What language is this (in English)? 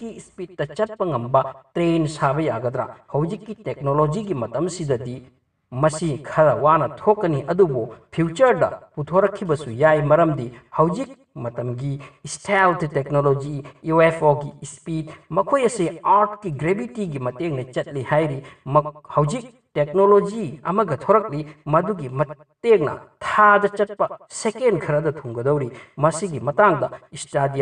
Manipuri